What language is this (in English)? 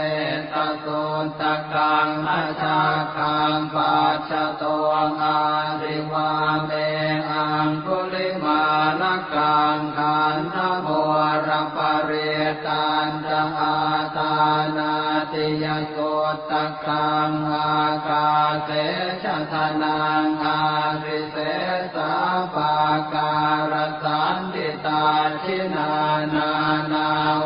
Pali